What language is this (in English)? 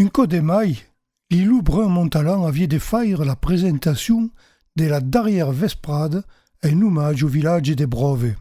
Occitan